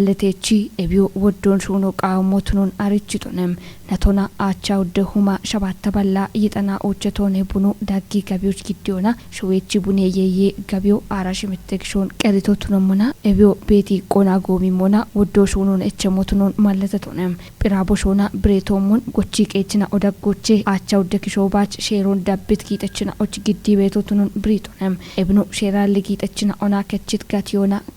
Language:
Kafa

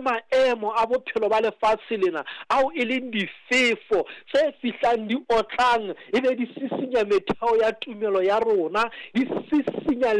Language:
Southern Sotho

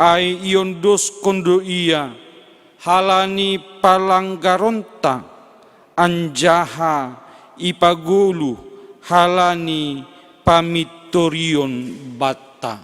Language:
Batak Simalungun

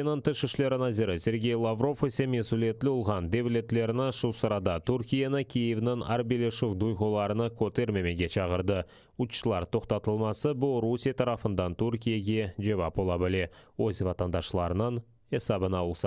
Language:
Crimean Tatar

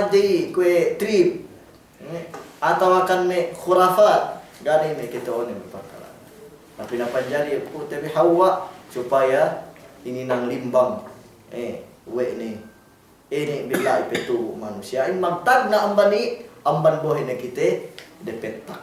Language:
Yakan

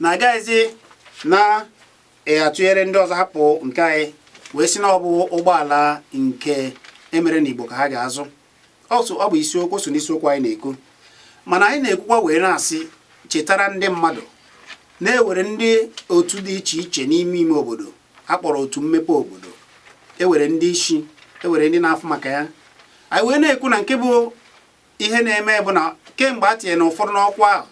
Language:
Igbo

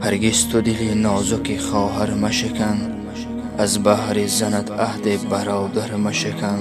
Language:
Tajik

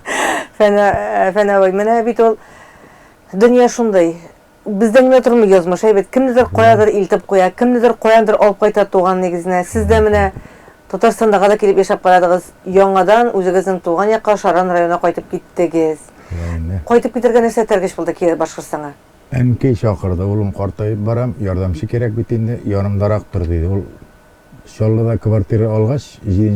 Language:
Tatar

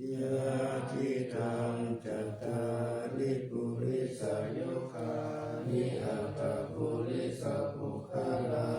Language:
Pali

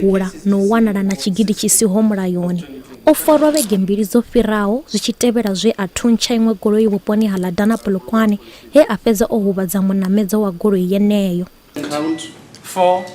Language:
Venda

